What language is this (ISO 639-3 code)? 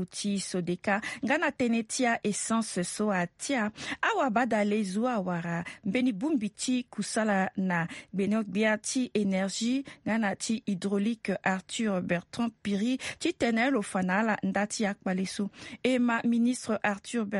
sag